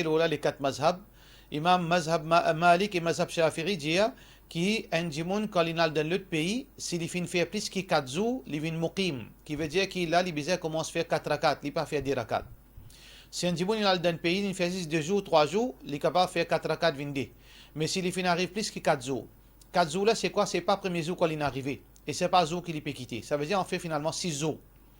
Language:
Morisyen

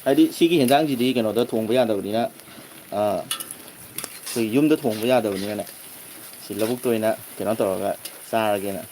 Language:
Manipuri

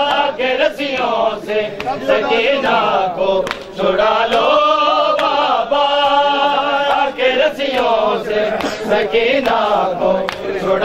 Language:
Hindi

